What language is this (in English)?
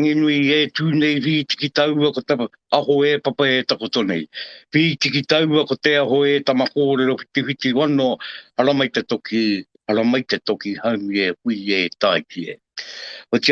Māori